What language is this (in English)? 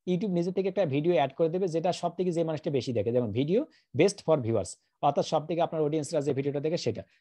Bangla